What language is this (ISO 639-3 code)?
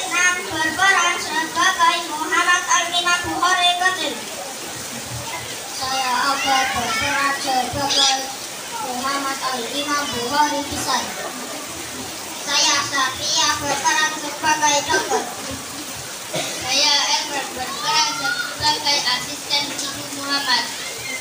ind